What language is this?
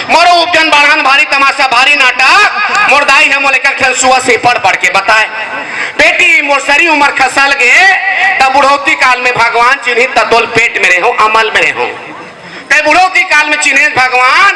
Chhattisgarhi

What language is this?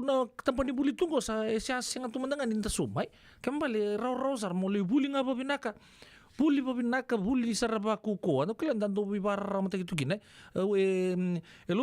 Fijian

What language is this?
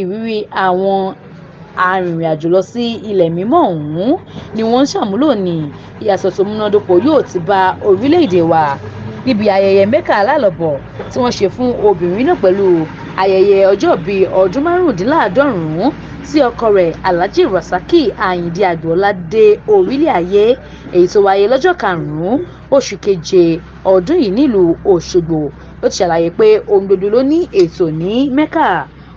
Yoruba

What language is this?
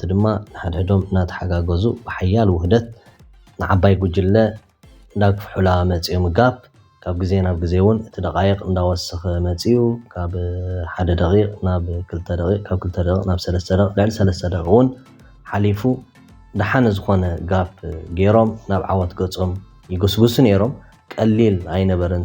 Tigrinya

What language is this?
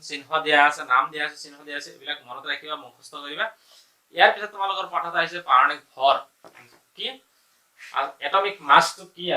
Assamese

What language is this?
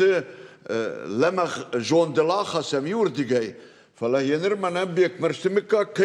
Ossetic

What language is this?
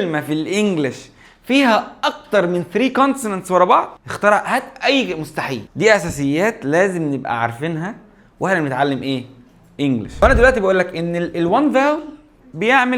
Egyptian Arabic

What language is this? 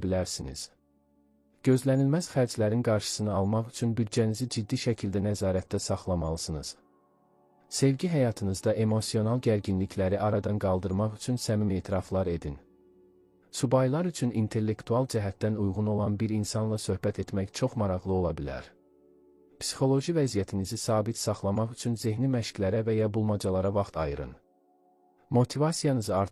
Azerbaijani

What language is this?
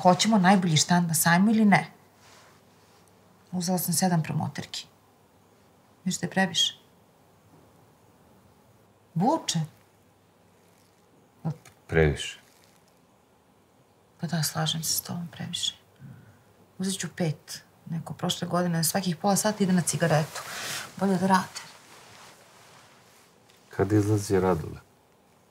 Serbian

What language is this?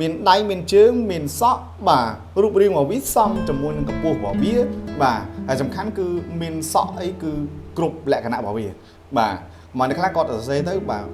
Khmer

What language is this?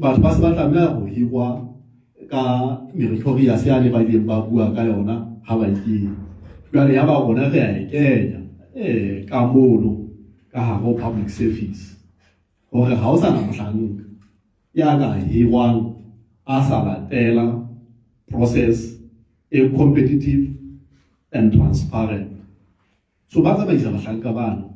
Southern Sotho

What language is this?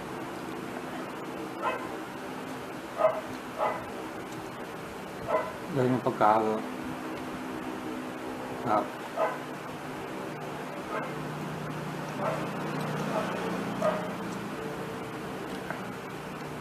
Filipino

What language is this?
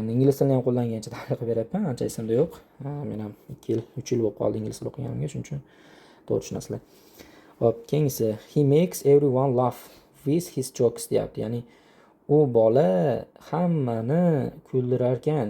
Uzbek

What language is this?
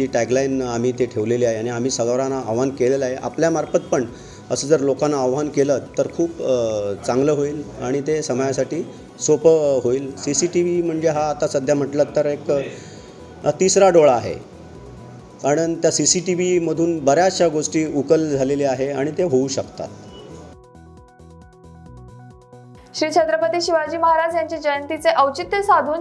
Marathi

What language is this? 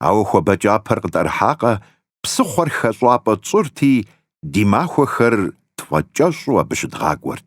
Kabardian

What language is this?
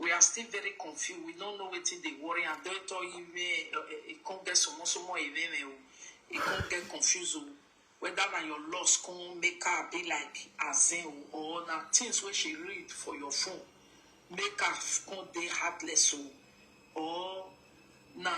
Nigerian Pidgin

